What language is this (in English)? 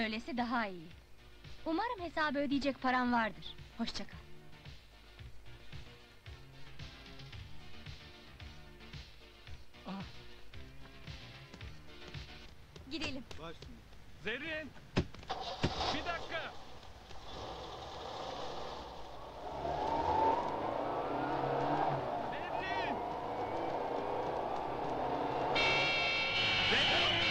Turkish